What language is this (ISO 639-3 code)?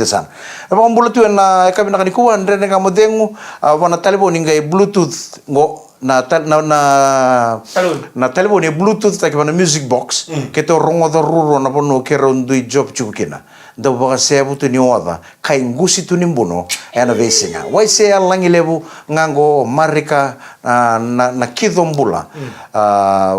fij